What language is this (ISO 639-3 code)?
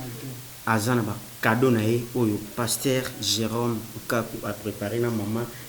lin